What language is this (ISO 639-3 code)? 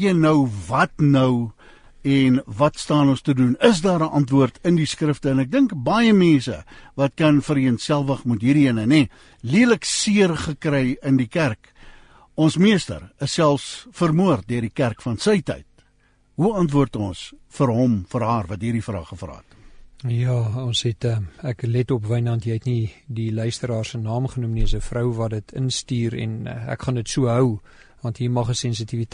afr